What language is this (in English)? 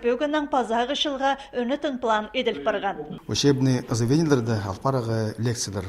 Khakas